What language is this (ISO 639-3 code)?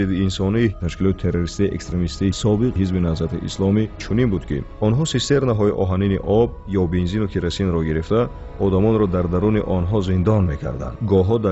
tgk